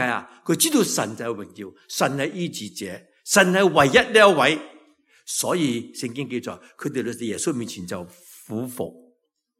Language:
Cantonese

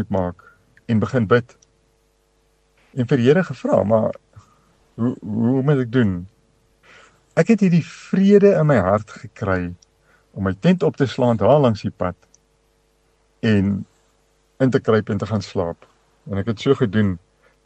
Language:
Afrikaans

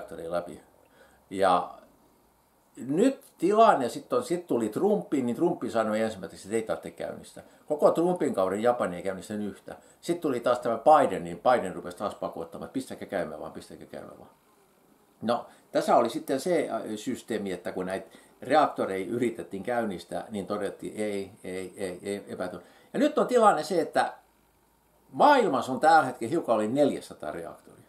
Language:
Finnish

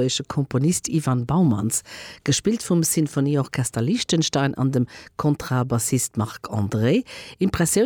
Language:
Luxembourgish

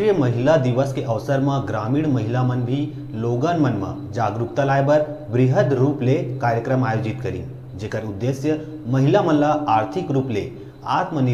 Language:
Chhattisgarhi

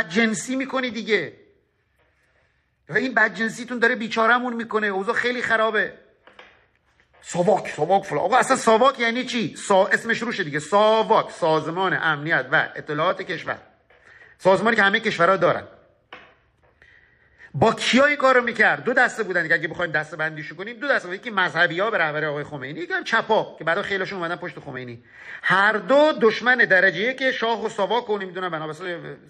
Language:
Persian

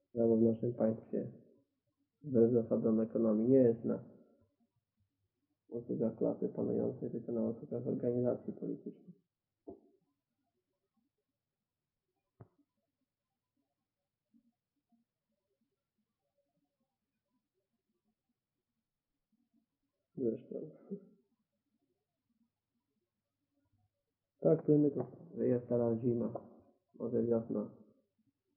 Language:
Polish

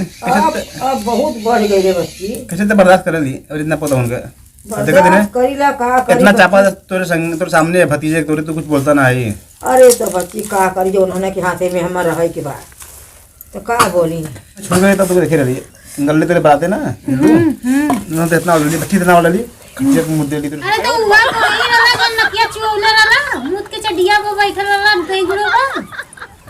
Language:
Awadhi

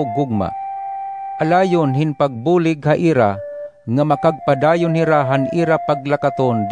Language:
Waray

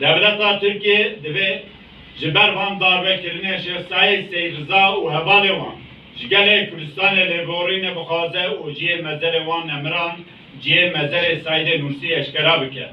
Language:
Kurdish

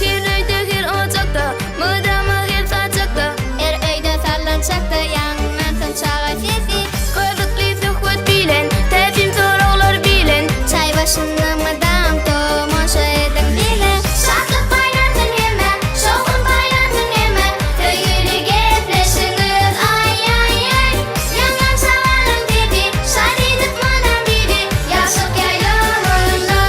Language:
Turkmen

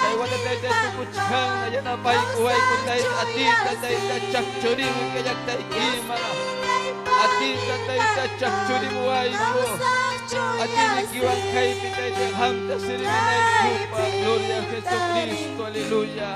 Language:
Ayacucho Quechua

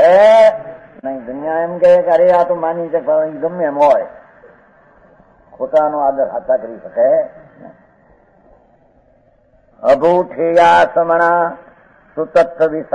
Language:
Gujarati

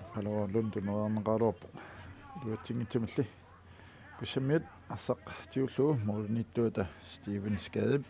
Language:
Kalaallisut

